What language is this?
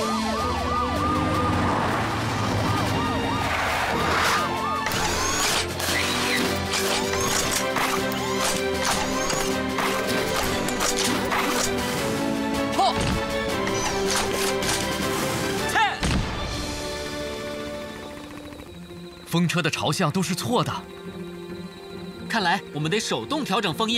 Chinese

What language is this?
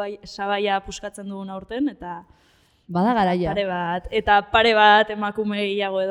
Basque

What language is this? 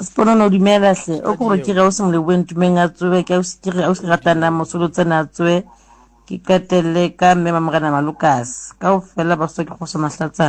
Southern Sotho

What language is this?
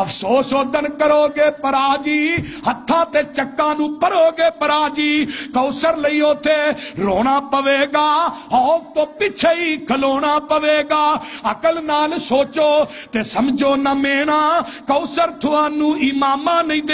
Western Panjabi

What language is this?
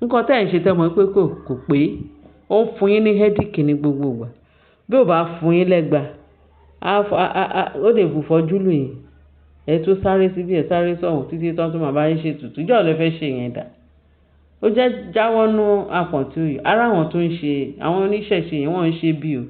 Yoruba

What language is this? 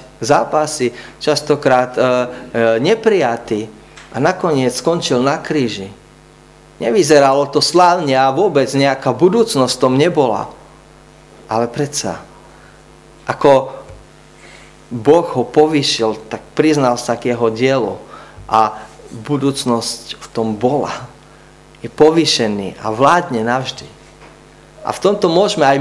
Slovak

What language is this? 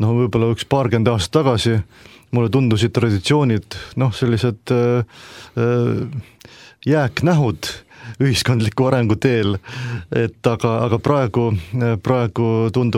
Estonian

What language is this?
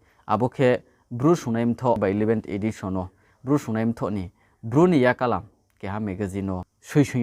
Riang (India)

